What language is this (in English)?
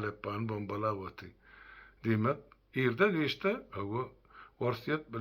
Turkmen